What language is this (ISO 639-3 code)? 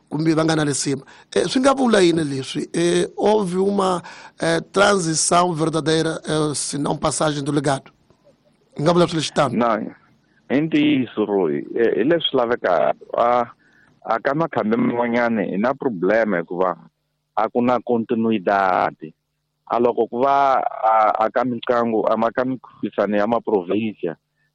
tso